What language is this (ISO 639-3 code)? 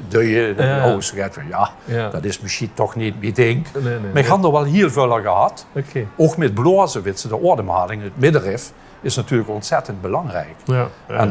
lim